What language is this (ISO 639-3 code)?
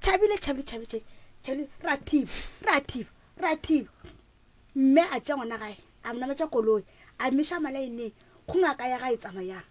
nso